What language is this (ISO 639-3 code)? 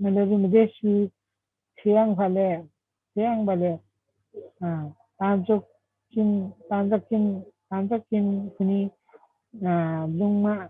lif